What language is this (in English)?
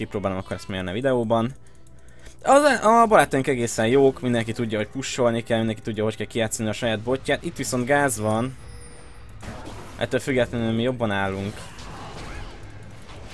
Hungarian